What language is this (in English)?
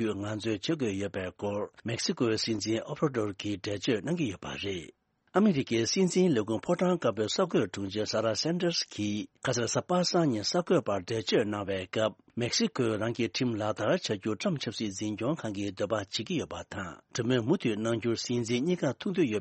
Tibetan